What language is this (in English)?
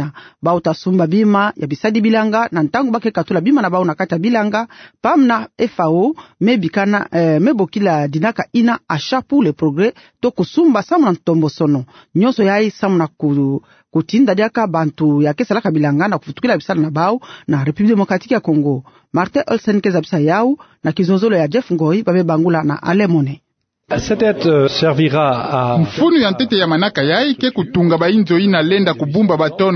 Kituba (Democratic Republic of Congo)